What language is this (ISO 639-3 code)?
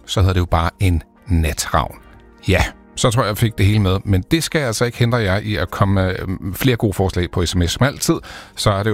dan